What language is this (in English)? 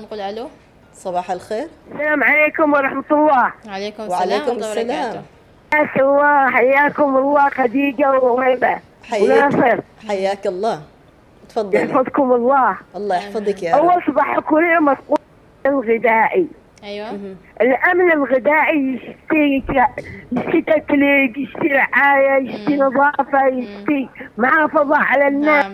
Arabic